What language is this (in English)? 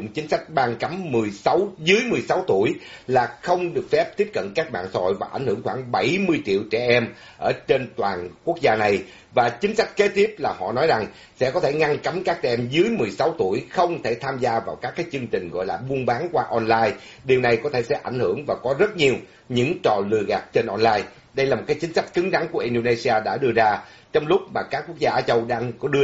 Vietnamese